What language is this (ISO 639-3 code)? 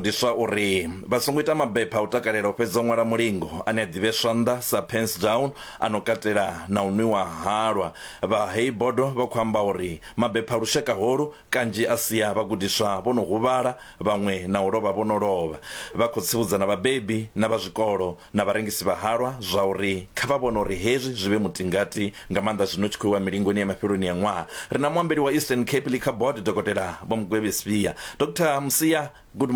ven